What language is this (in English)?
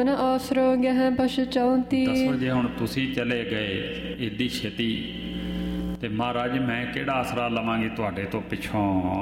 Punjabi